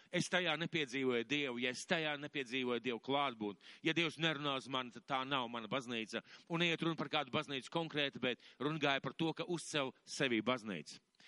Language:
Latvian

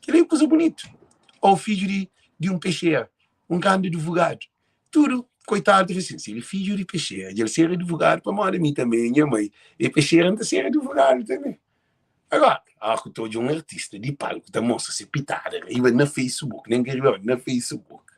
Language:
Kabuverdianu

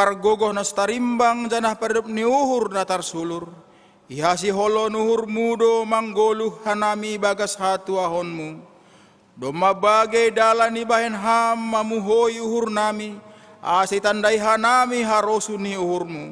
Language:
Batak Simalungun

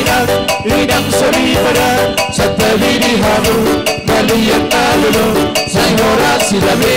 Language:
Batak Toba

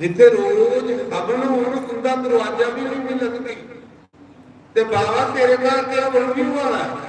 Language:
Dogri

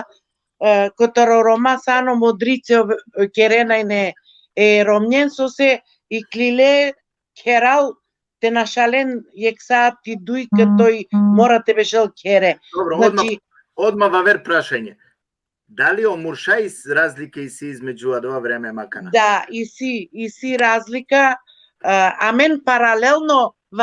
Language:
Balkan Romani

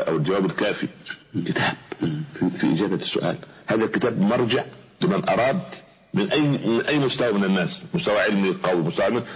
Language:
Arabic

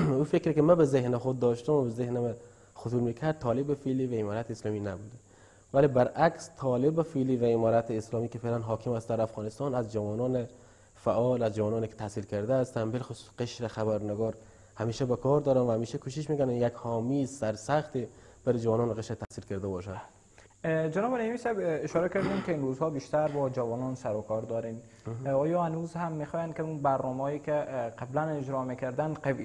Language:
Persian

